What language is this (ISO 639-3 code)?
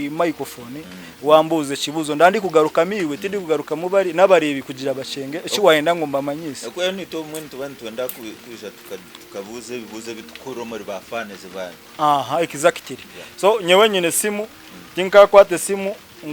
nyn